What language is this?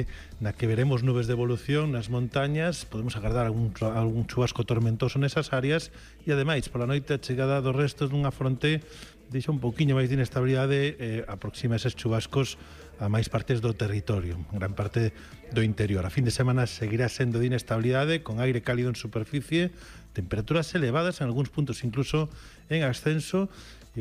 Galician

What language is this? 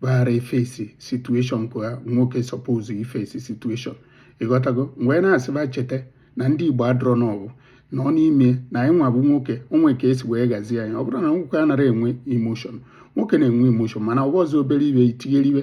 Igbo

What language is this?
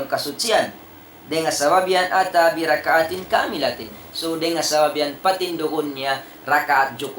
Tausug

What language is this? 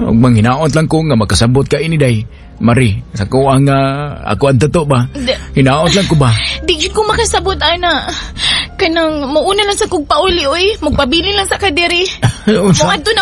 Cebuano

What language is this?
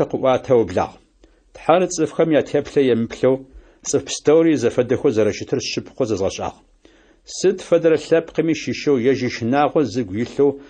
Adyghe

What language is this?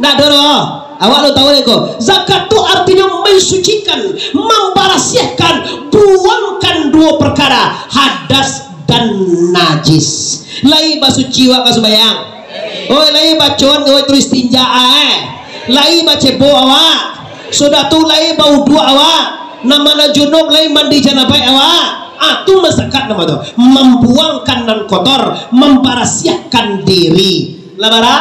Minangkabau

